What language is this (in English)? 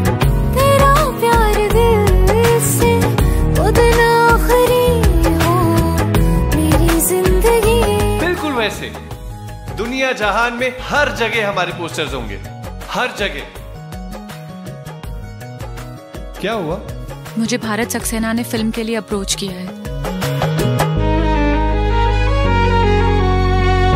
Hindi